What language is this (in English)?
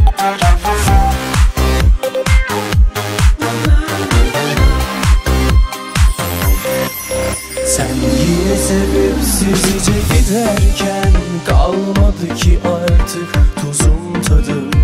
Turkish